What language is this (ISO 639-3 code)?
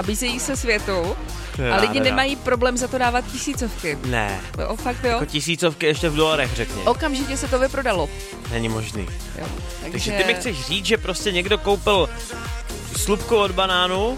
ces